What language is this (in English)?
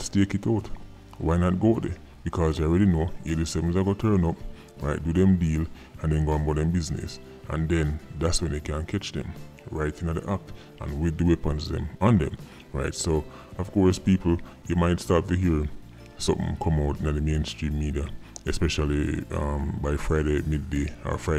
Jamaican Creole English